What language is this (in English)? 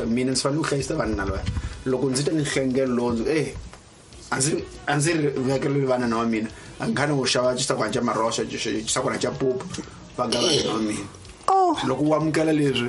Tsonga